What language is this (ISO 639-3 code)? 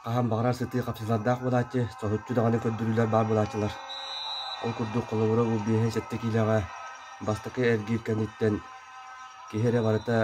sah